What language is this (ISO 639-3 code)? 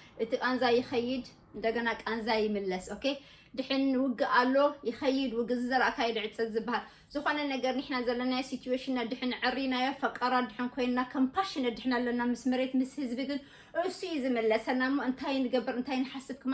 tir